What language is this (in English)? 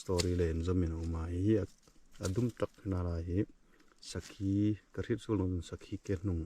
Hmar